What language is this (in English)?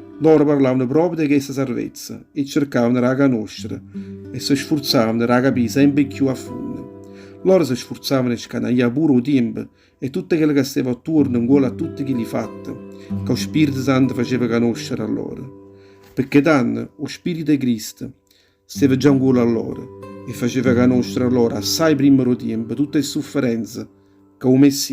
Neapolitan